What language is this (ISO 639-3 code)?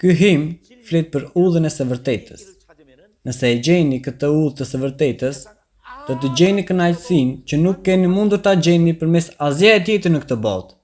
sqi